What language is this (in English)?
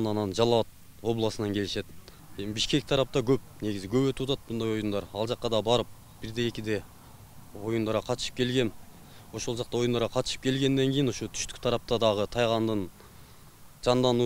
Kyrgyz